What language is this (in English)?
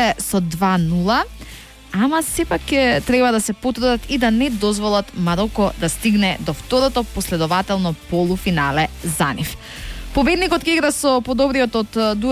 Macedonian